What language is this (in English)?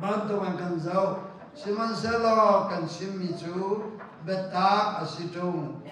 Hakha Chin